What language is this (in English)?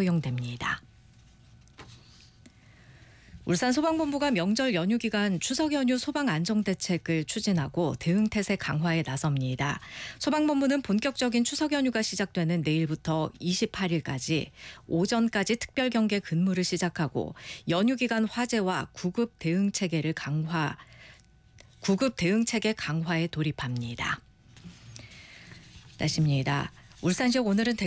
Korean